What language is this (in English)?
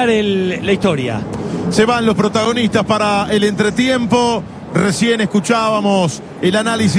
Spanish